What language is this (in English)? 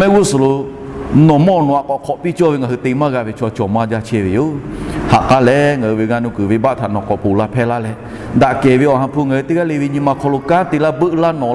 Lahu